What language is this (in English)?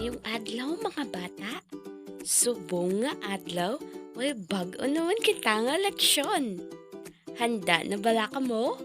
Hiligaynon